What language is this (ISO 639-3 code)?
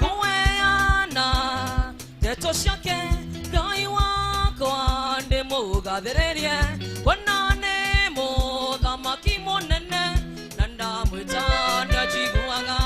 kik